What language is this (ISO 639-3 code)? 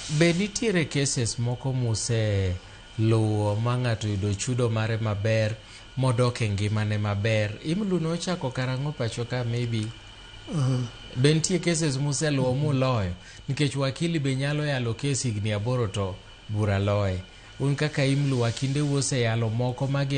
luo